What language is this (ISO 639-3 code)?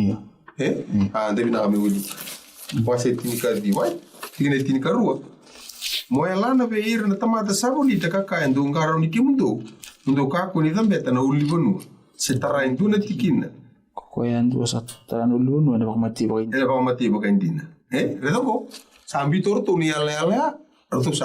fij